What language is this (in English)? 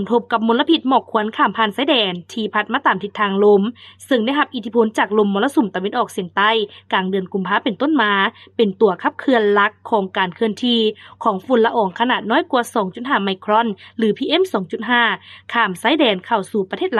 Lao